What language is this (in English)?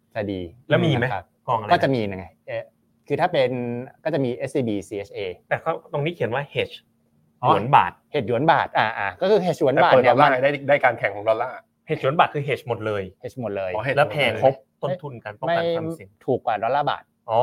Thai